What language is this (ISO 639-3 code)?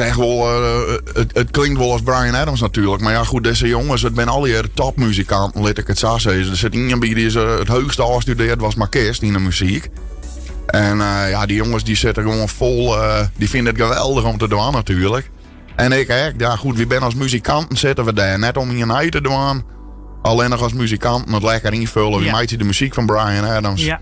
fry